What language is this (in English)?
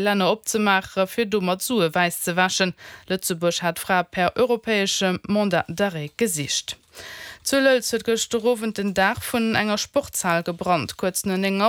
Luxembourgish